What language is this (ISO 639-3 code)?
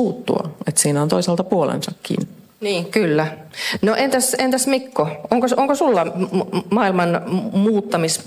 fin